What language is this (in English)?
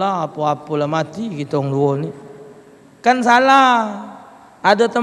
Musi